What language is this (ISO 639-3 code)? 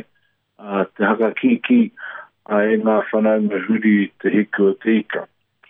mri